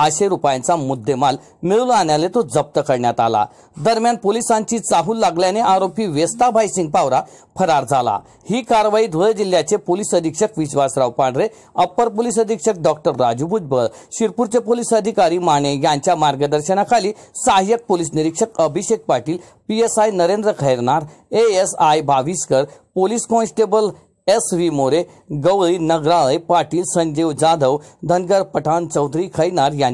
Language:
Marathi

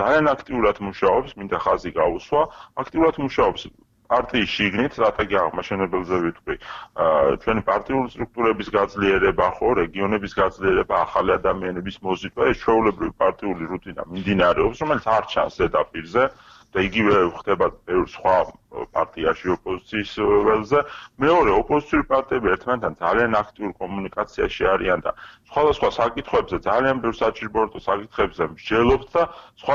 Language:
Georgian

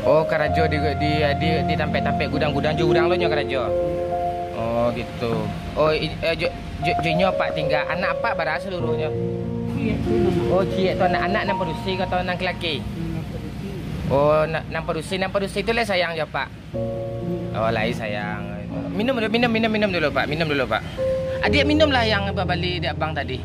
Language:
Minangkabau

